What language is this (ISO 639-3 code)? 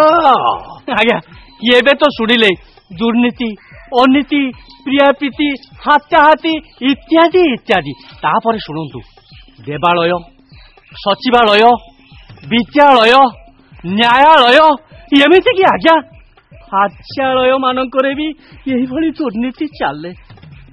ori